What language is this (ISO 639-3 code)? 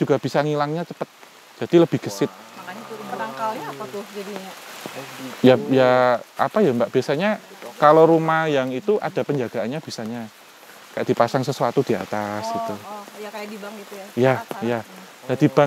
ind